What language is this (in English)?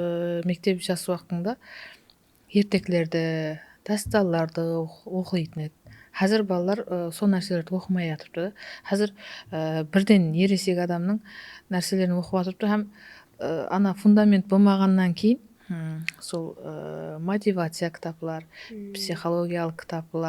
Kara-Kalpak